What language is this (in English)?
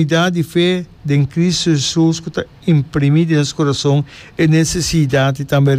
Papiamento